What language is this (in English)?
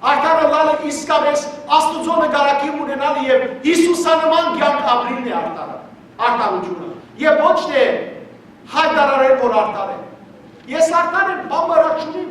Western Armenian